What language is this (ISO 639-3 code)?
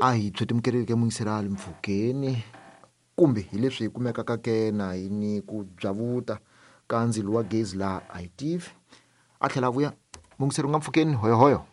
tso